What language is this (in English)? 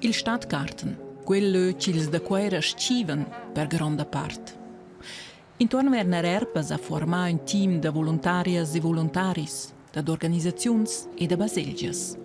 Romansh